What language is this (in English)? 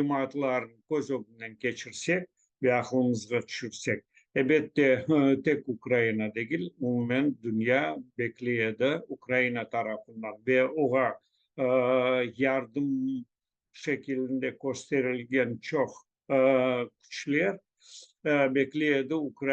Crimean Tatar